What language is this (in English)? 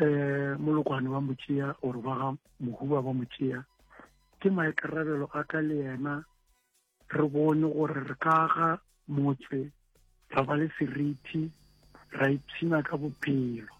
Northern Sotho